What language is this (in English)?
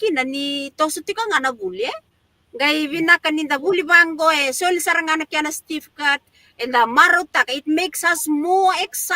Fijian